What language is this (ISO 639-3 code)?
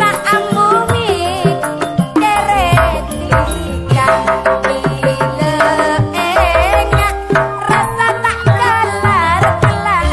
mad